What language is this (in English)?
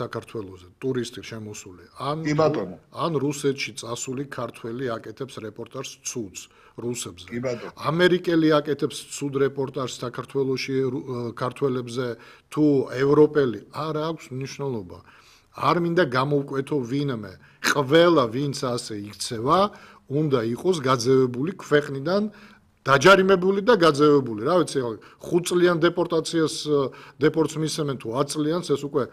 Georgian